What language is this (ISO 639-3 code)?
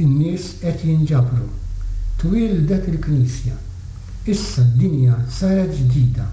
mlt